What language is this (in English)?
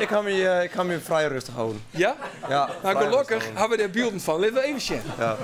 Western Frisian